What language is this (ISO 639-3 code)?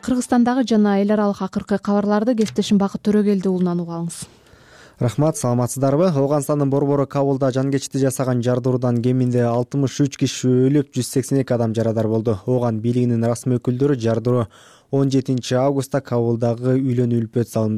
kir